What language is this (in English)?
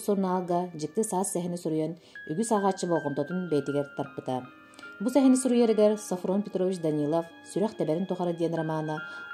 Yakut